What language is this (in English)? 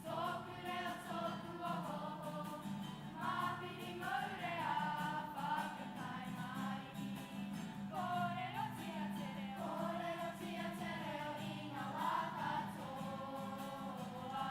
Māori